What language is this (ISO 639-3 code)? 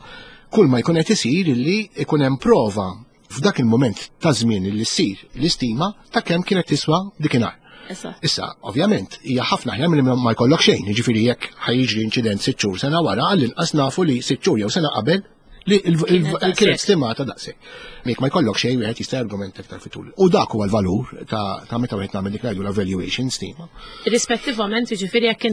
mlt